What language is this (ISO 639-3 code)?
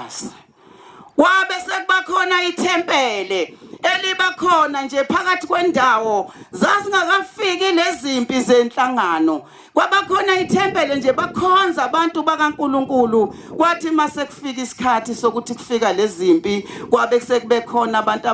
zul